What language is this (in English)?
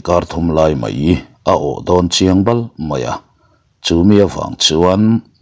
Mizo